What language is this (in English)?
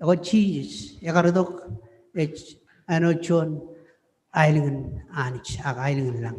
Marshallese